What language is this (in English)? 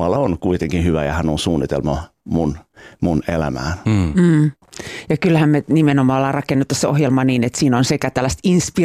Finnish